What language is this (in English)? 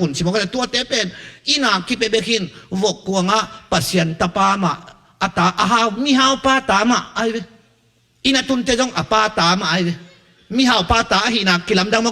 Tedim Chin